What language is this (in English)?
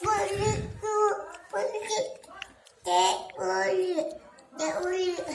Minangkabau